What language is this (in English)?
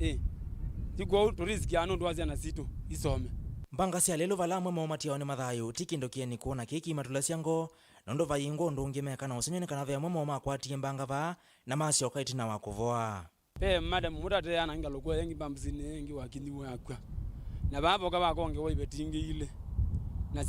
Kamba